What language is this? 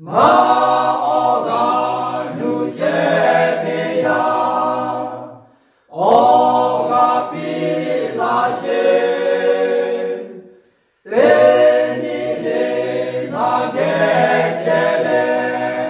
Lahu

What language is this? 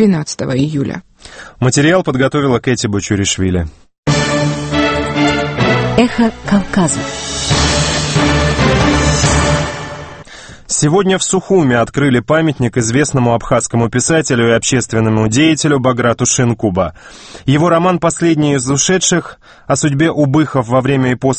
Russian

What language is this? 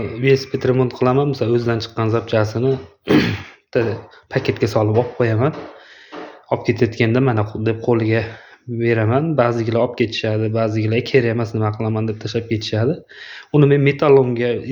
Uzbek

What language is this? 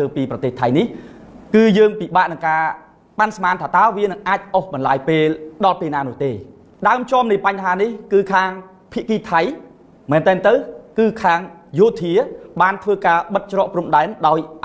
Khmer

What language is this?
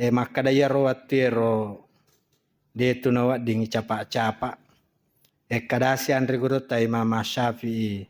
Buginese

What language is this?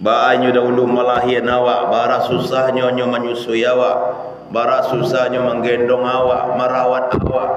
Minangkabau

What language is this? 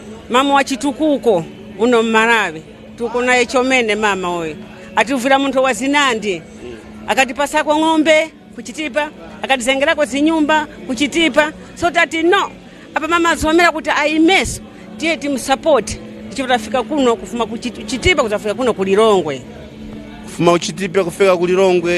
Nyanja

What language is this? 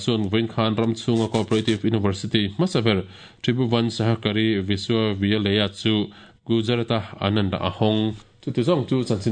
Mizo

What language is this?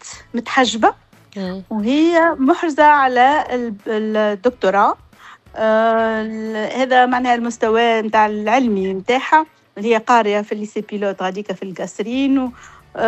Tunisian Arabic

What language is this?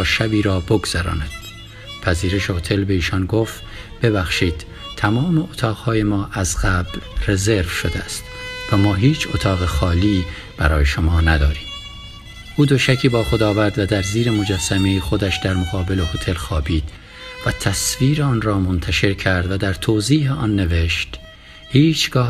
Tajik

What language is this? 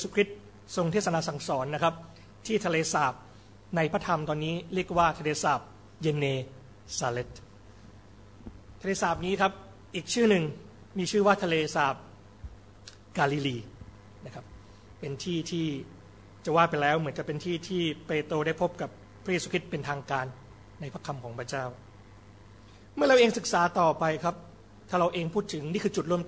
Thai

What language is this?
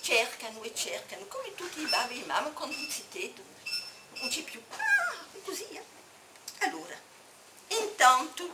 Corsican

